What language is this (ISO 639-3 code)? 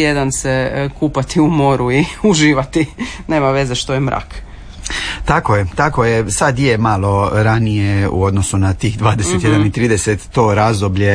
hrv